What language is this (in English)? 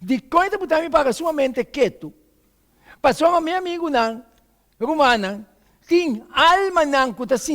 Papiamento